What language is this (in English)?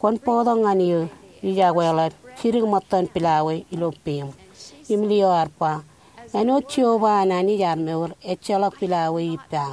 Marshallese